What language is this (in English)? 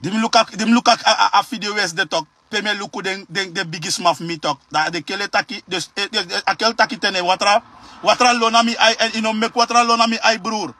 Sranan Tongo